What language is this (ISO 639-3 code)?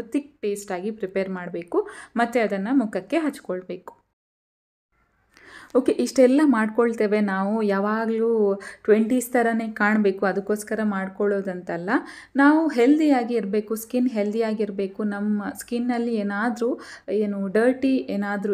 kan